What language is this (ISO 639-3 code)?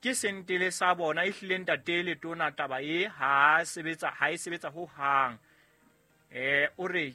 sot